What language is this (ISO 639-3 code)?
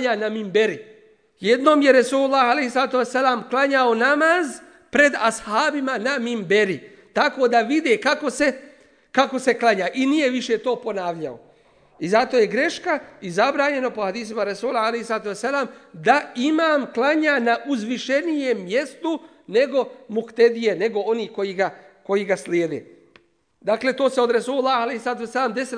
bos